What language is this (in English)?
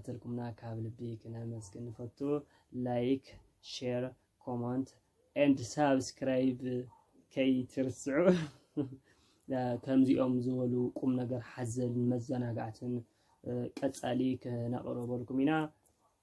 Tigrinya